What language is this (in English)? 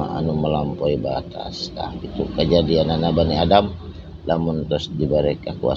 Sundanese